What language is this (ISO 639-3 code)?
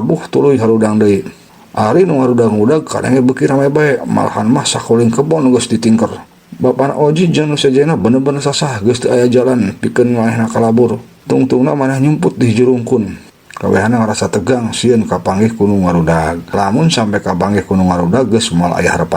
sun